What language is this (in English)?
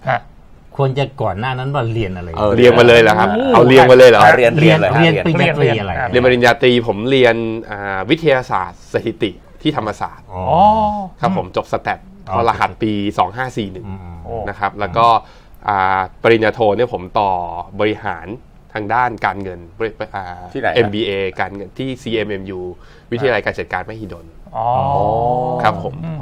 Thai